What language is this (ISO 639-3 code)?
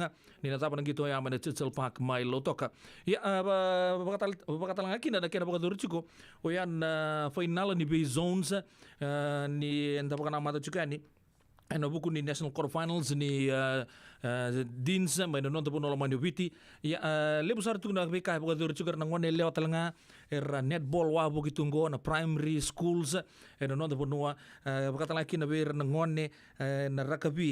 fij